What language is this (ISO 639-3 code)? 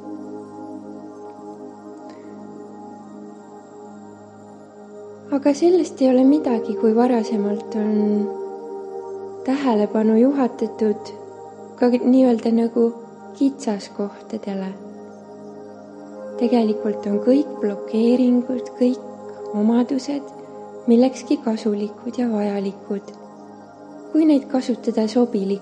est